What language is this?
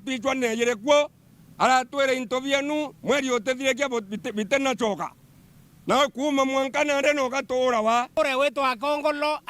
Meru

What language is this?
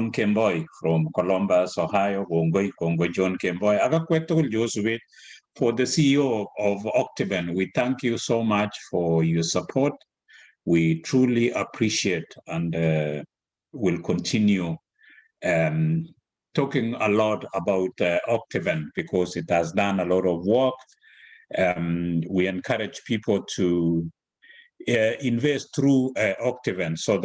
Kalenjin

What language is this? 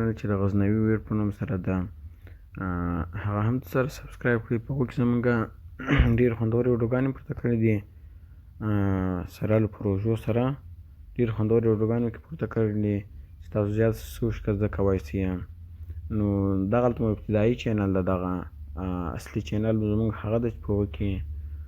Pashto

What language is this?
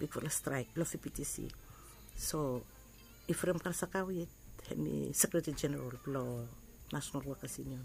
Bislama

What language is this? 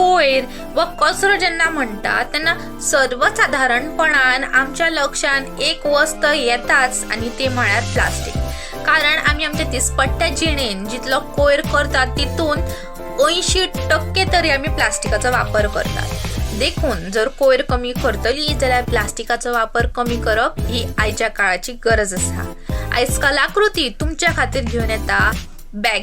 Konkani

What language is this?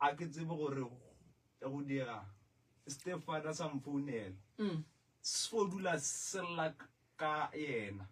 Northern Sotho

